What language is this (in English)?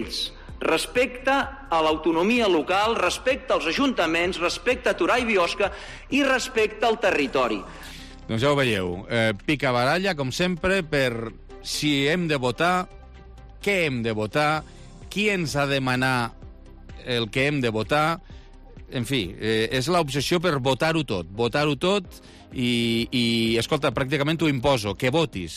Catalan